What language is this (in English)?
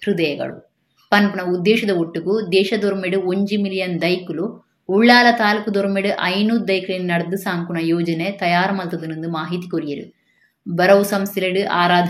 Tulu